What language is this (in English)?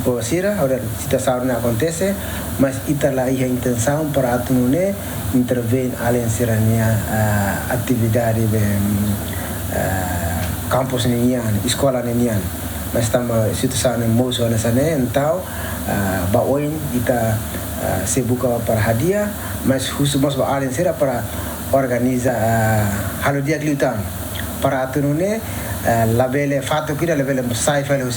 Tetum